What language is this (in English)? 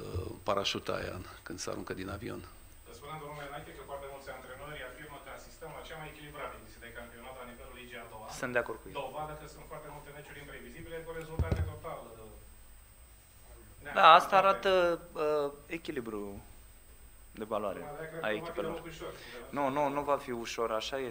Romanian